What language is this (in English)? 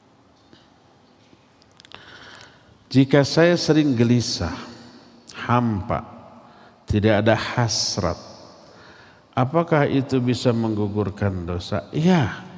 Indonesian